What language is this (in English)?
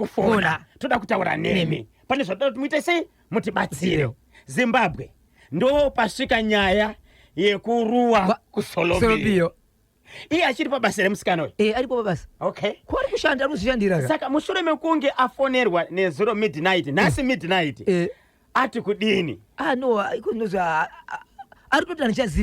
Shona